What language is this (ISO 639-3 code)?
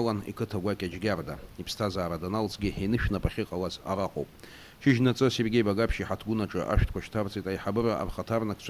abk